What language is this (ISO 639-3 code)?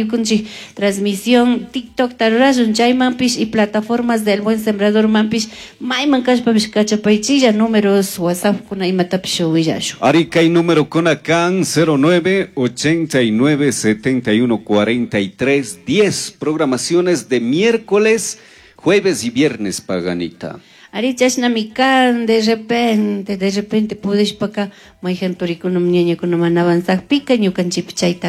qug